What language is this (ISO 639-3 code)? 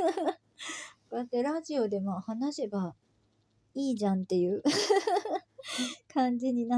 jpn